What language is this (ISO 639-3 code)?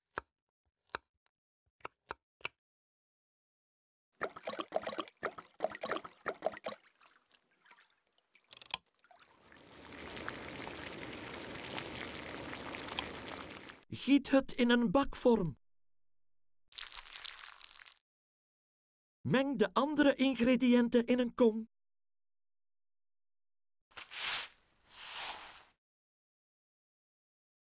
nld